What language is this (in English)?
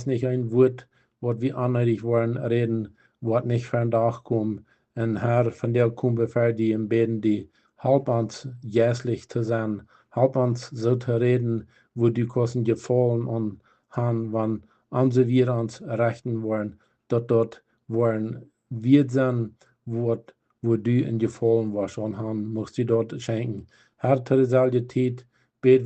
Plautdietsch